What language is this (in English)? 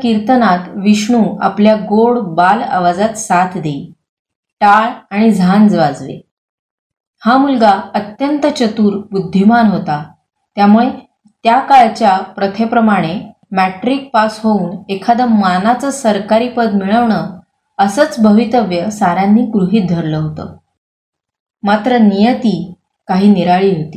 Marathi